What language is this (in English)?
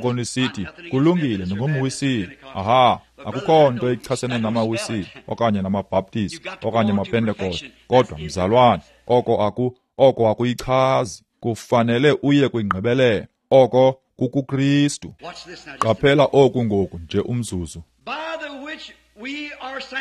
Xhosa